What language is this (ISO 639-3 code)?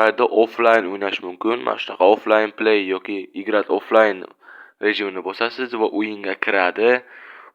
uzb